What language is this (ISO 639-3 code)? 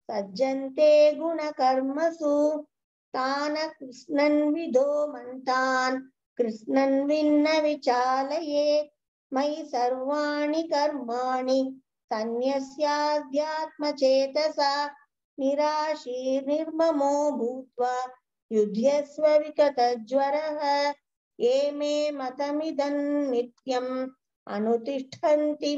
san